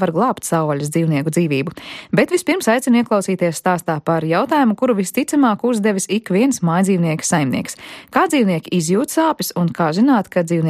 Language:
Latvian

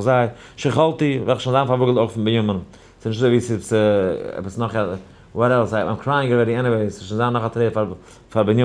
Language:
Yiddish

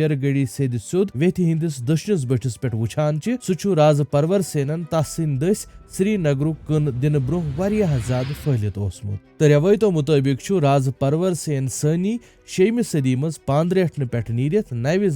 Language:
Kashmiri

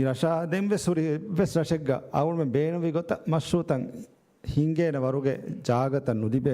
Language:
Divehi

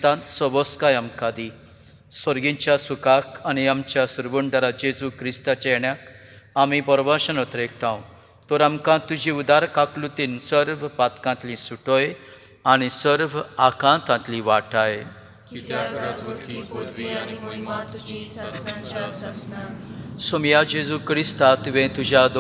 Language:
Konkani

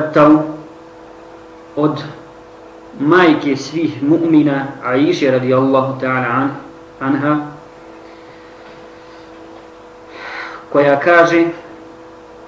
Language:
Bosnian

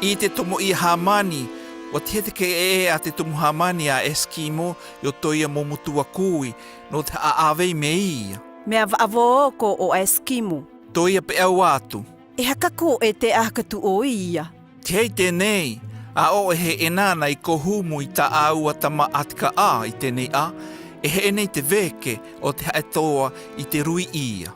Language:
South Marquesan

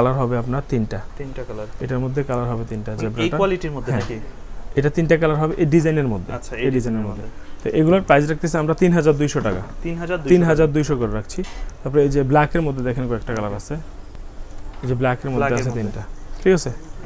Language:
Bangla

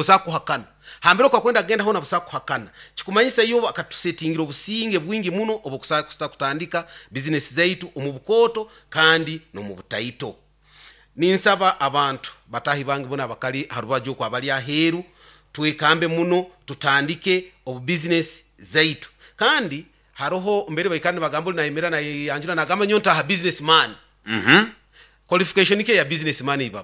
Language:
Nyoro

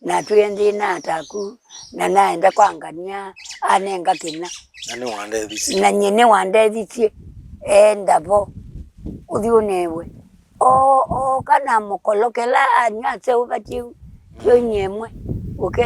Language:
Kamba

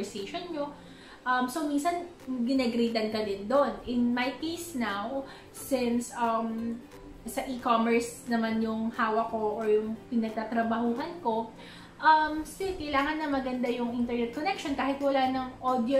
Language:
Filipino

